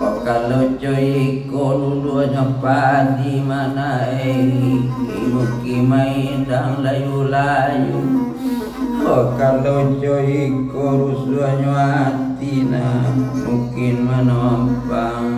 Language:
Minangkabau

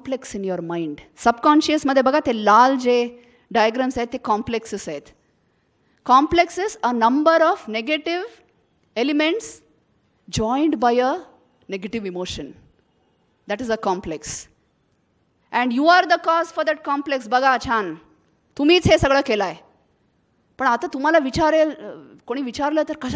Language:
Marathi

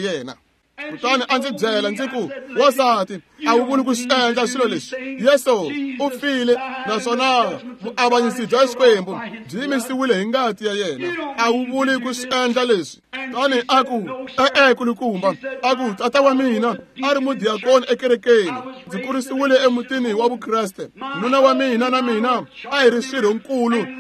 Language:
Tsonga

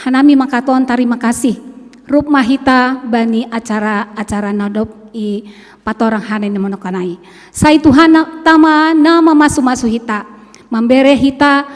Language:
Batak Simalungun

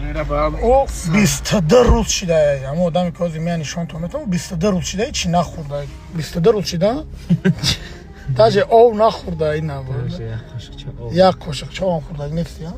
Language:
Tajik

